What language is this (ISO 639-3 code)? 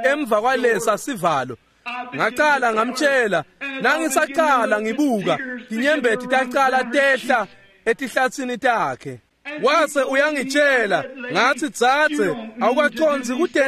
ssw